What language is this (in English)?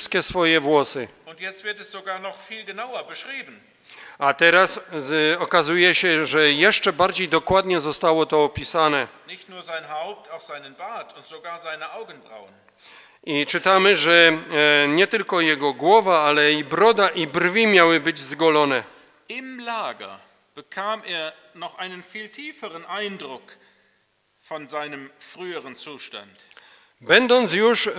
Polish